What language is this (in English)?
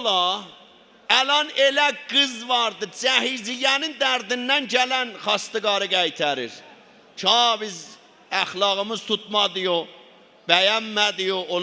South Azerbaijani